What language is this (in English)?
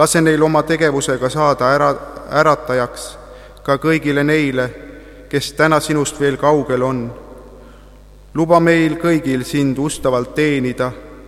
Estonian